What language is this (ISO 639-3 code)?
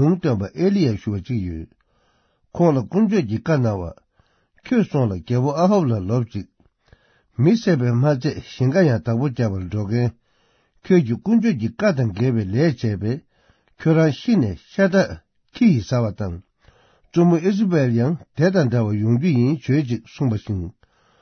bod